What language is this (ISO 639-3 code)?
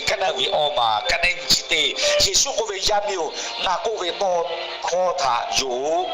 lhu